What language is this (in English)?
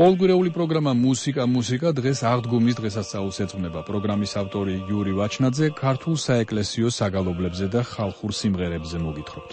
Georgian